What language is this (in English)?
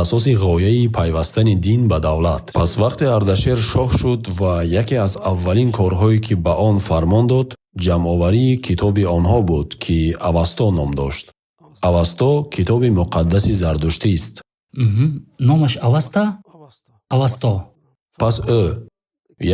Tajik